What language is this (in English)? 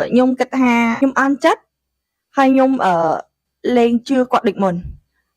Khmer